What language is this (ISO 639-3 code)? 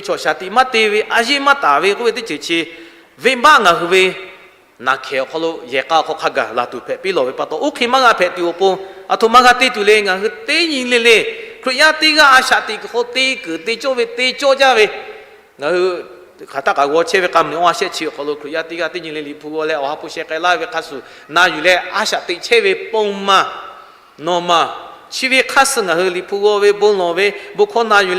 lhu